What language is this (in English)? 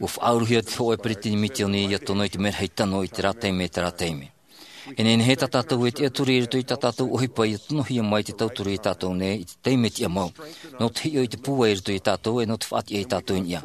Tahitian